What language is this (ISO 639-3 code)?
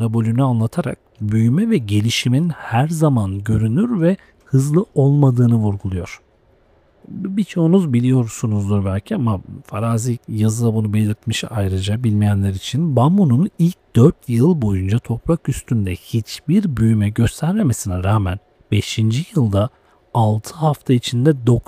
tur